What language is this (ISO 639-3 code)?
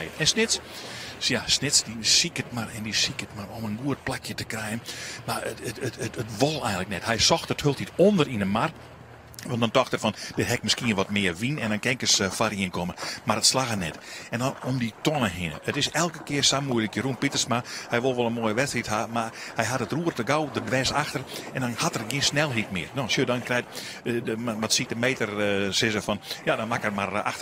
fry